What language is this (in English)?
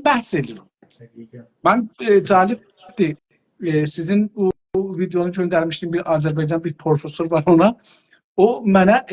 South Azerbaijani